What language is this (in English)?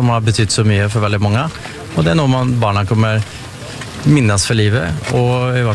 Norwegian